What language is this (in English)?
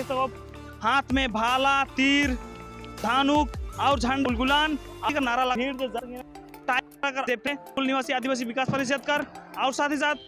Sadri